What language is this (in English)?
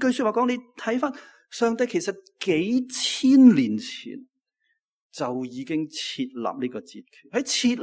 Cantonese